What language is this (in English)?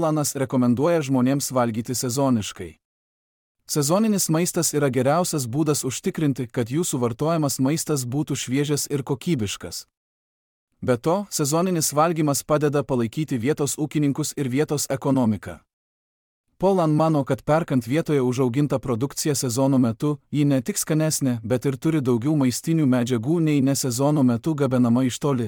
Lithuanian